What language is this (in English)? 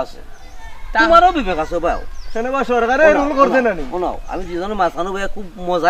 Sylheti